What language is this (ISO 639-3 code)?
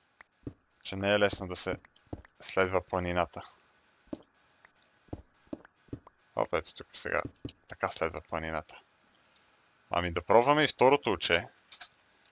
bul